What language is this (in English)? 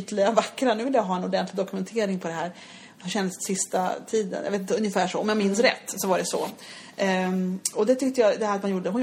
Swedish